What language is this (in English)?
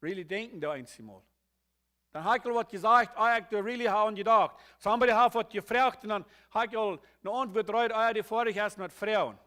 Plautdietsch